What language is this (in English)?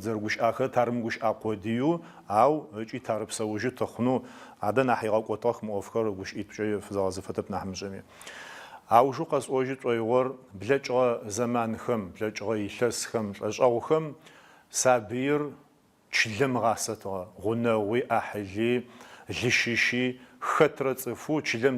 Adyghe